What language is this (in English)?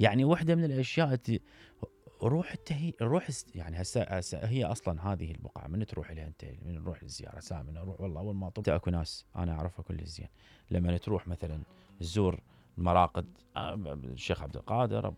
Mesopotamian Arabic